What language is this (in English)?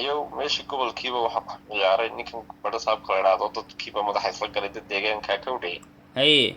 Somali